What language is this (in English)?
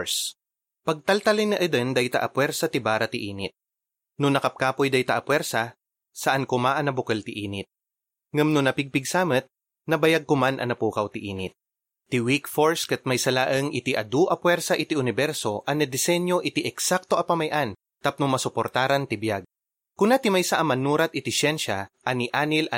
Iloko